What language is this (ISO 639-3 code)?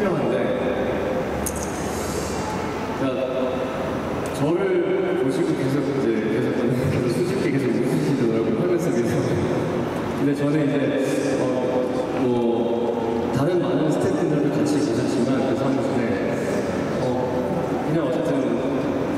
kor